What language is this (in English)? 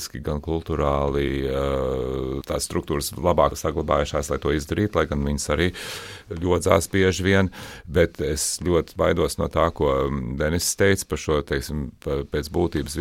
Latvian